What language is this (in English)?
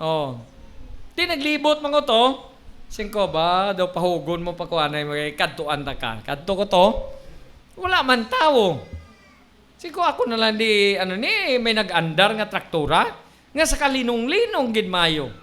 Hiligaynon